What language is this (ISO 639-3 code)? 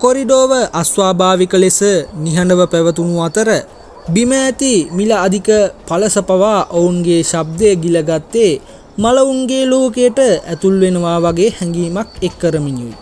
sin